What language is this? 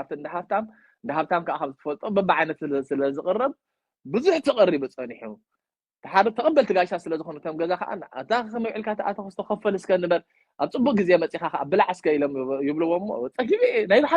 Tigrinya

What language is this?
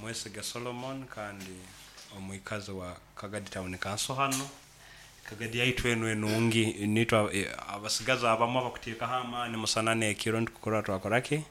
Nyankole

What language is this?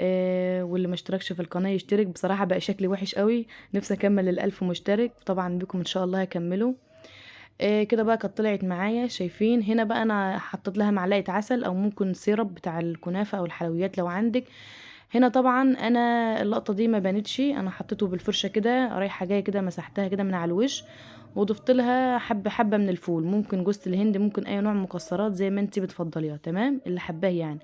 Egyptian Arabic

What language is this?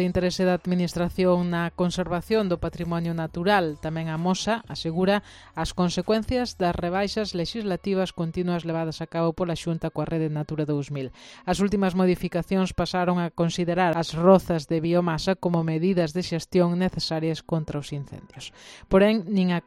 Galician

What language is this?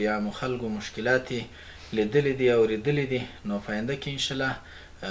Pashto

